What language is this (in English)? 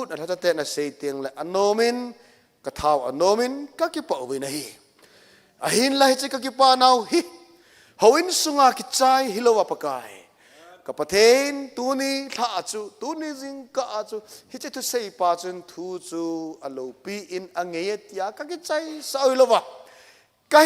Thado Chin